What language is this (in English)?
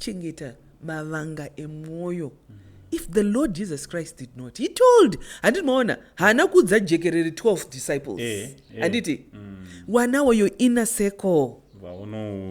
Shona